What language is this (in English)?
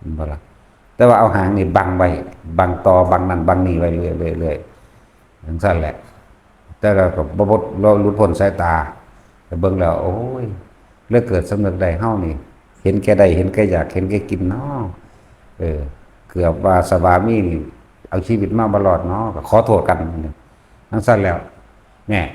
Northeastern Thai